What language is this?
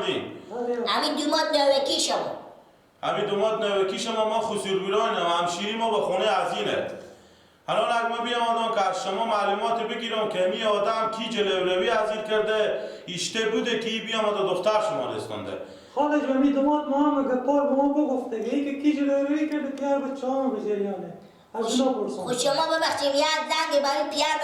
Persian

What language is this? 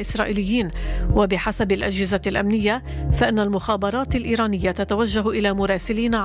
Arabic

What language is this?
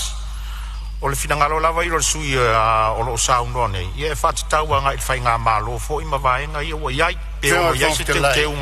Samoan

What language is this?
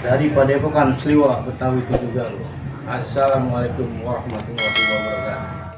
Betawi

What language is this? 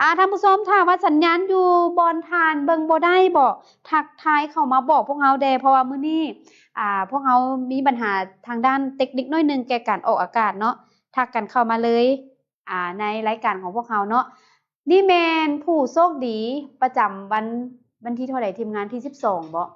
Lao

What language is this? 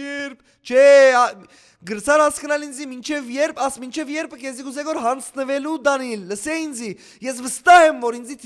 Western Armenian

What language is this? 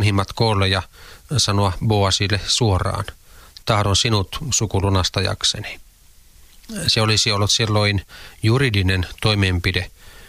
Finnish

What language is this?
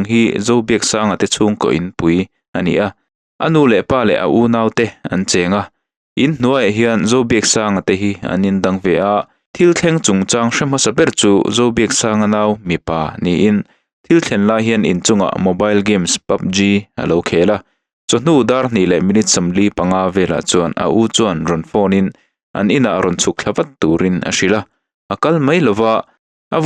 Mizo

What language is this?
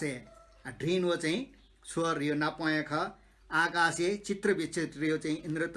Newari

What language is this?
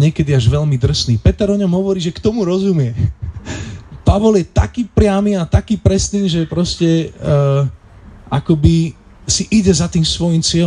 Slovak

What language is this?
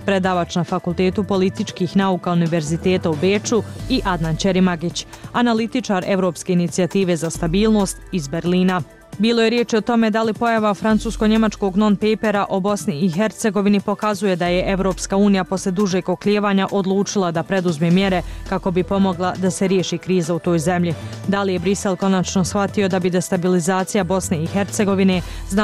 Bosnian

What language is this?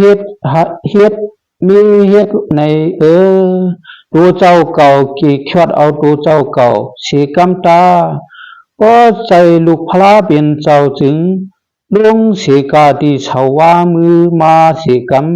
Shan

